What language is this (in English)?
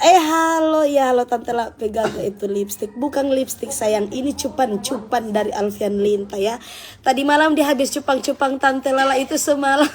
Manado Malay